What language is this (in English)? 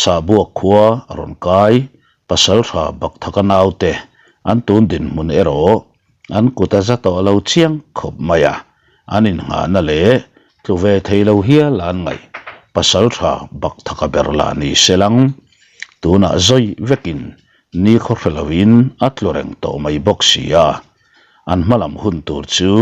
Mizo